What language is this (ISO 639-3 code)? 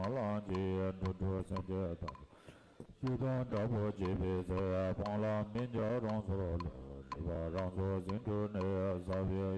bod